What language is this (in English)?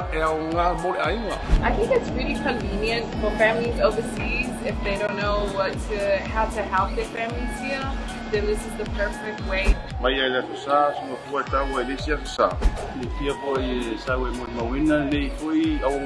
Samoan